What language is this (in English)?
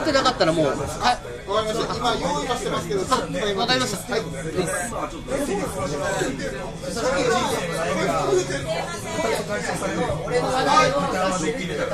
Japanese